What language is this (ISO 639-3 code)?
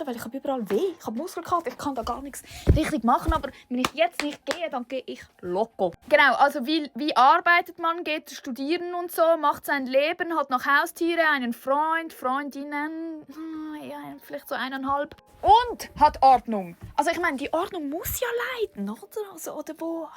gsw